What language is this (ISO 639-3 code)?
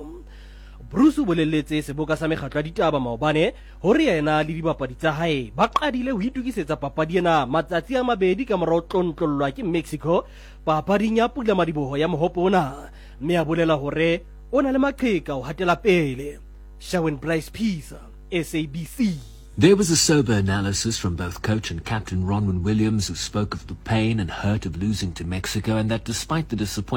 sot